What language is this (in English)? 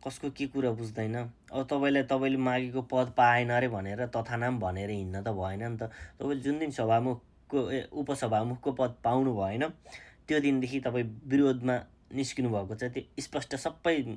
Nepali